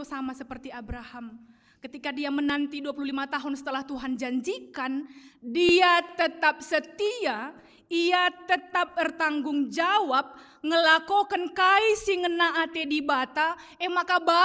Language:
Batak Karo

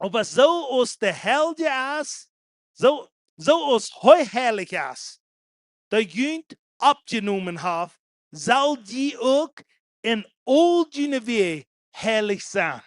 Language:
Plautdietsch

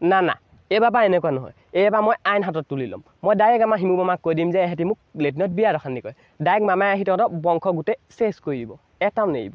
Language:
Assamese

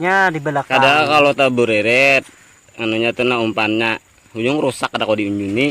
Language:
Banjar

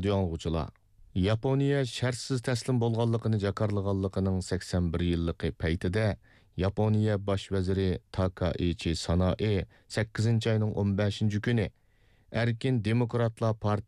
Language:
Uyghur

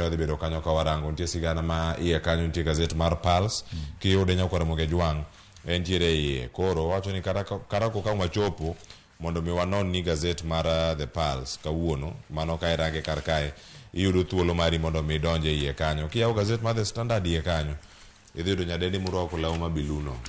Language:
Luo (Kenya and Tanzania)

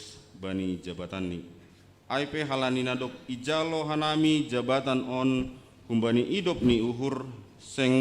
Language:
Batak Simalungun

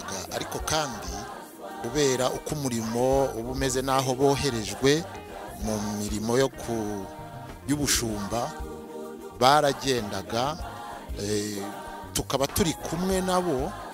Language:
Kinyarwanda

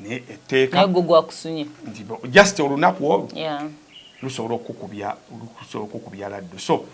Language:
Ganda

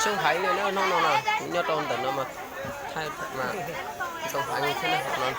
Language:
Hmong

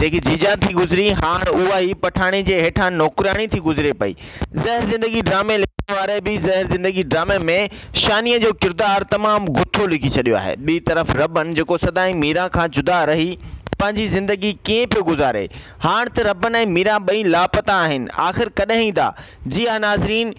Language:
Sindhi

